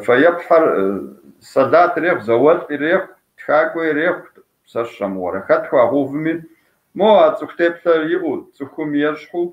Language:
Kabardian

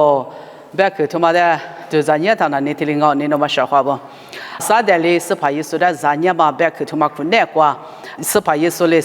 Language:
Lisu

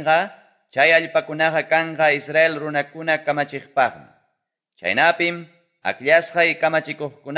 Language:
Quechua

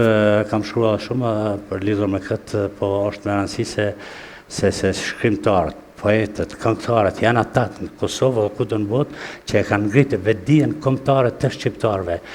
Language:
Albanian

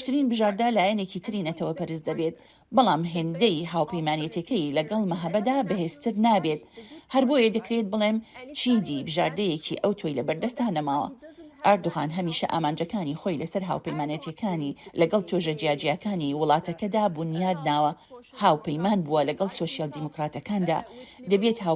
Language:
Central Kurdish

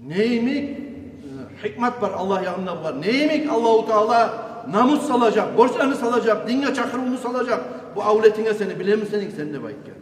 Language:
Kumyk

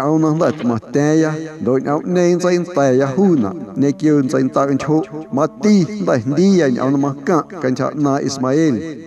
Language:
Guerrero Amuzgo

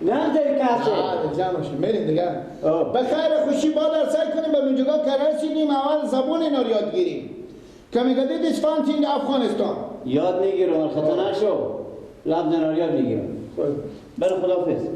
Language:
Persian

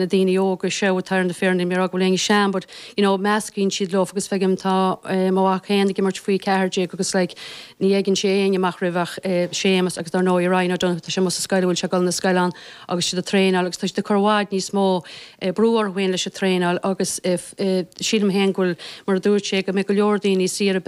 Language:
Irish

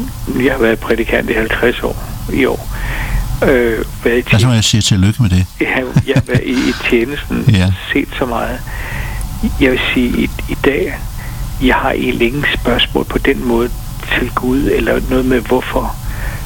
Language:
Danish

